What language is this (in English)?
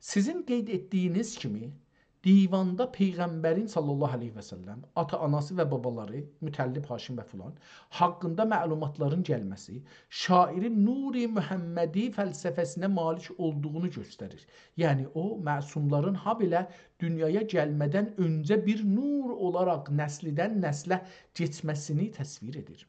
South Azerbaijani